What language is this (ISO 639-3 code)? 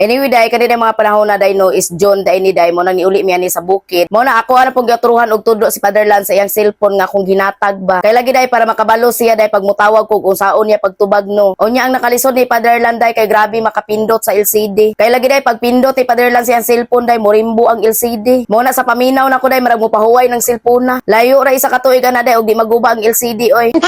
ceb